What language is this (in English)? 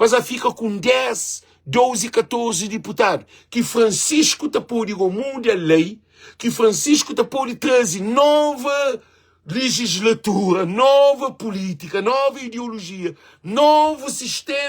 Kabuverdianu